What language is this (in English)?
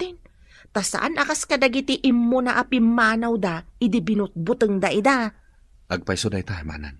Iloko